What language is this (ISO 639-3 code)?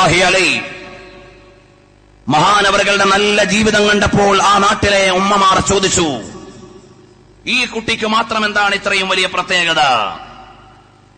mal